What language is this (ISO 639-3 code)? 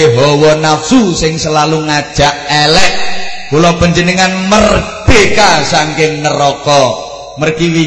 jav